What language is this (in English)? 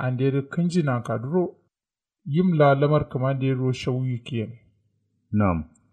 Kanuri